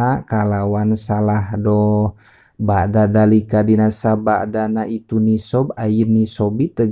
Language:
Sundanese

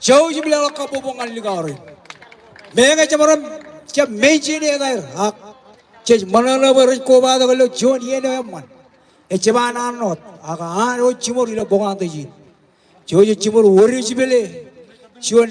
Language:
Marshallese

